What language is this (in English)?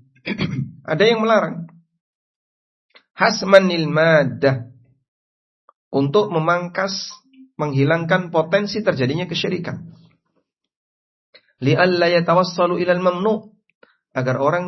Indonesian